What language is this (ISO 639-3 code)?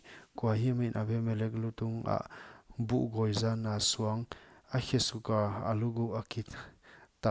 pck